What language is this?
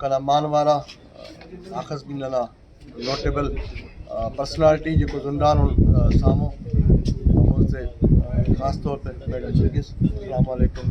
Brahui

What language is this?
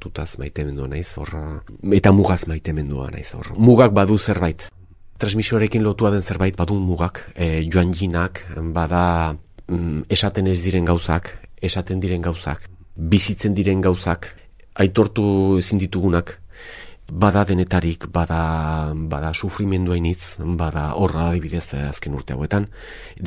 Basque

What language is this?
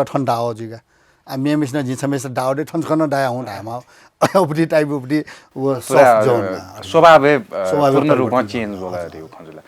Newari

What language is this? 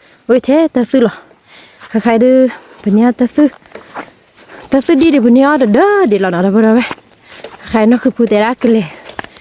S'gaw Karen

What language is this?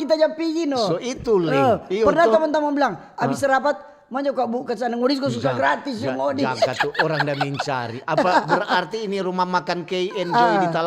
Manado Malay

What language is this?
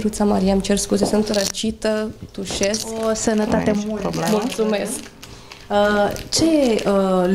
Romanian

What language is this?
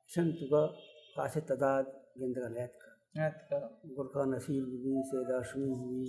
Baluchi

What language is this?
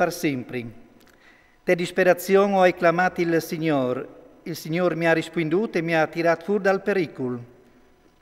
Friulian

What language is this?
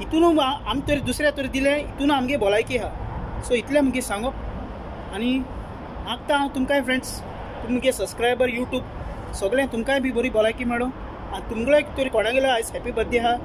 Konkani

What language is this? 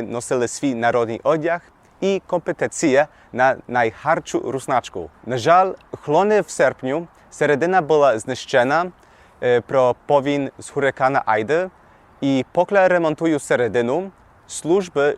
Rusyn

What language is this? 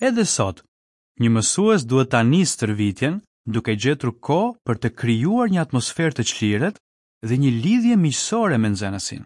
Albanian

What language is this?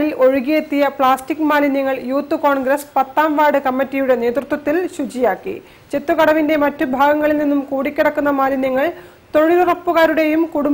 Malayalam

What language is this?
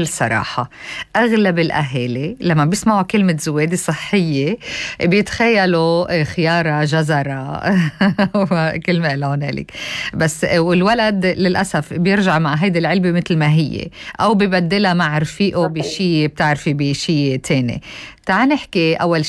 North Levantine Arabic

